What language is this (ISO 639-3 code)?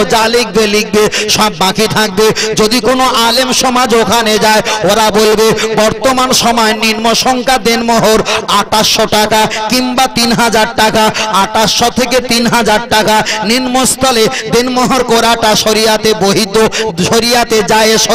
ben